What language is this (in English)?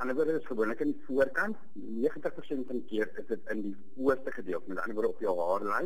Afrikaans